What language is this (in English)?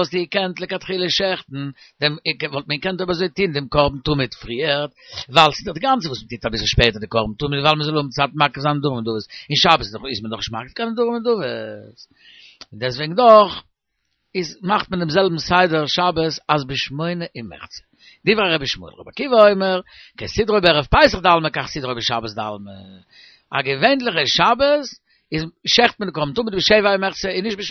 Yiddish